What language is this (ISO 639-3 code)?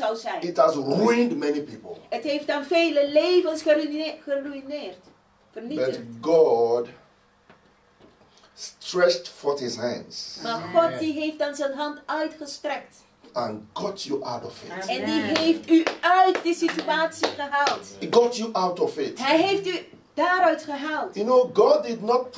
nld